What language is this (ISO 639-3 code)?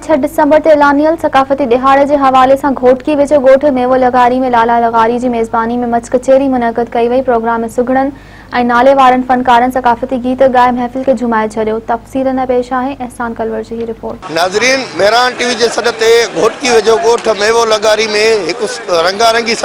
snd